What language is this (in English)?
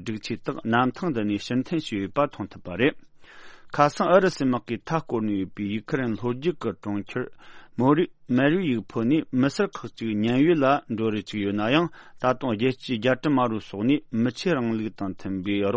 Tibetan